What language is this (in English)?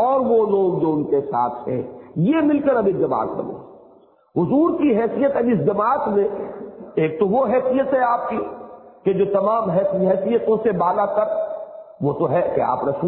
Urdu